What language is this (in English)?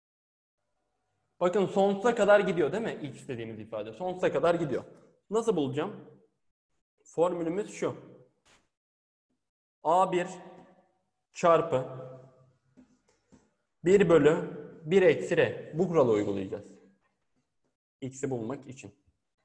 Turkish